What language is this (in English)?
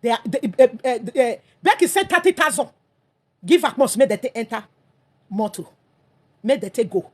Nigerian Pidgin